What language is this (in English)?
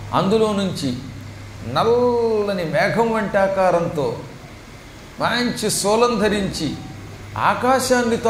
Telugu